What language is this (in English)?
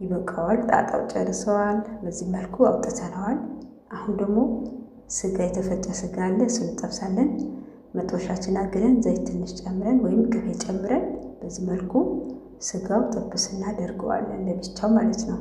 Amharic